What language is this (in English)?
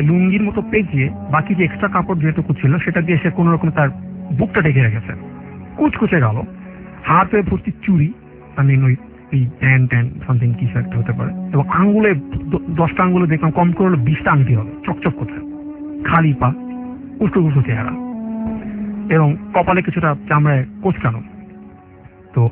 Bangla